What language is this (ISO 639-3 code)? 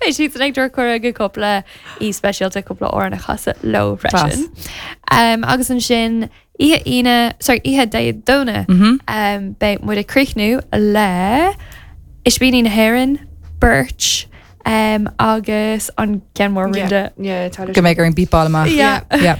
gle